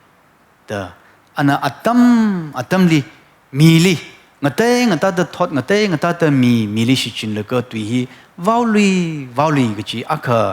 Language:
Tangkhul Naga (India)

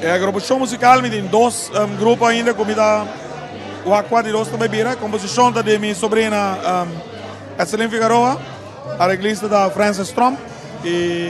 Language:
Papiamento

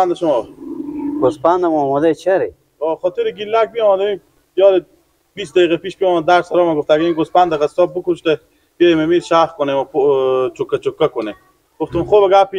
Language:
Persian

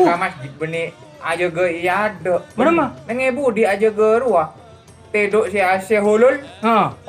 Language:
Madurese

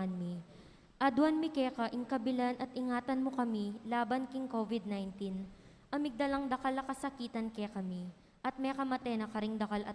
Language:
Pampanga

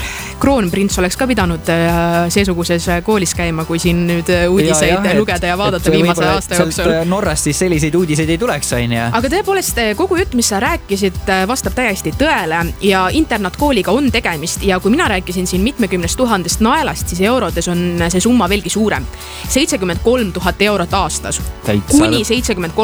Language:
Estonian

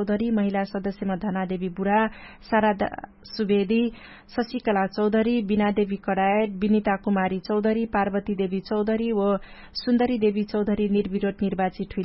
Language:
Dangaura Tharu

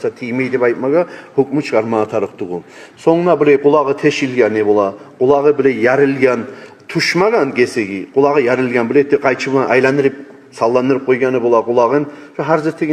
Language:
Kumyk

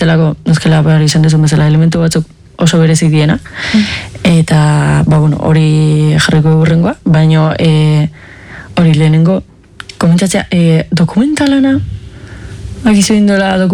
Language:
Basque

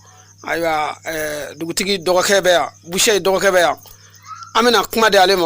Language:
Bambara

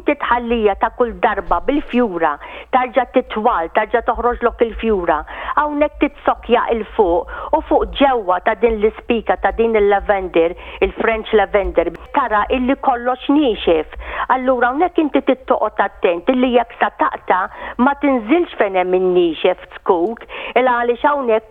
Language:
Maltese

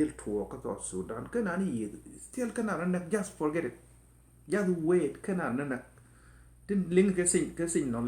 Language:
Nuer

